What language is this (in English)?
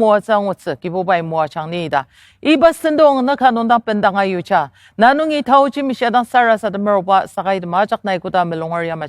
Ao Naga